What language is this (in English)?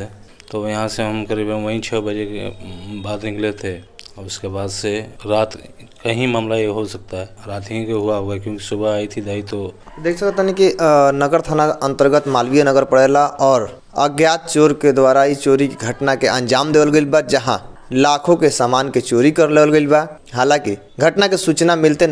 Bhojpuri